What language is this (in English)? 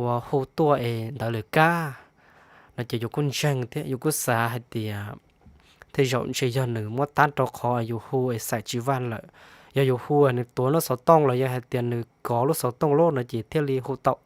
Hmong